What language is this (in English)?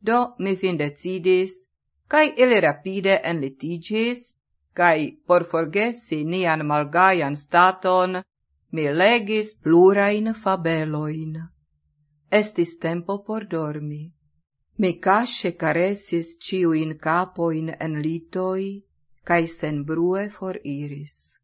Esperanto